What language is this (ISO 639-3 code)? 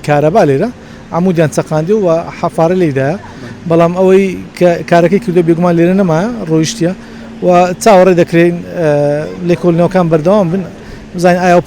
ckb